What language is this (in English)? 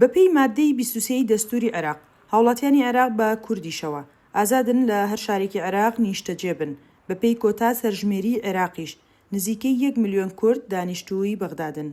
Central Kurdish